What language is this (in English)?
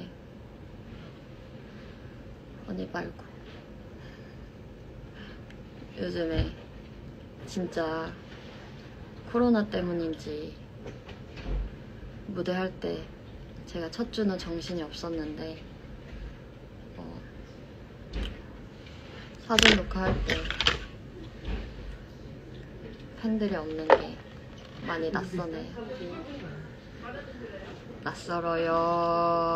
Korean